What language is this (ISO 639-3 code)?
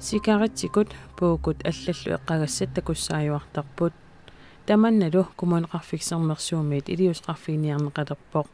kal